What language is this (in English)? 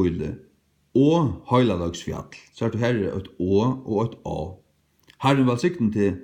Faroese